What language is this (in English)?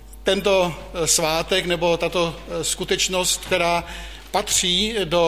Czech